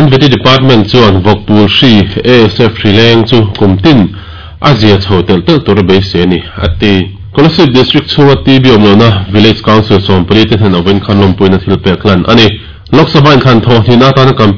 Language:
Mizo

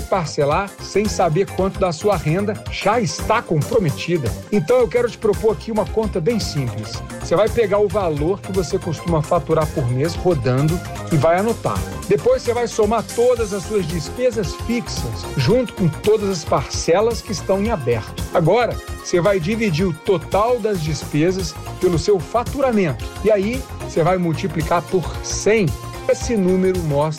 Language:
Portuguese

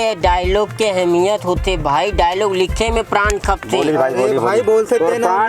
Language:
Chhattisgarhi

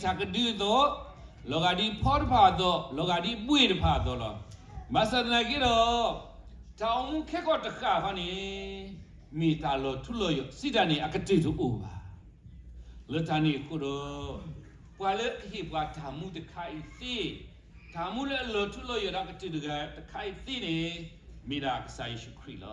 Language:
S'gaw Karen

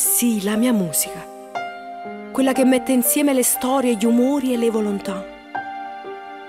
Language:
Italian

